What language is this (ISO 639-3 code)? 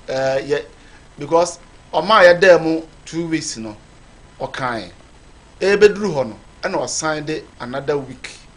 aka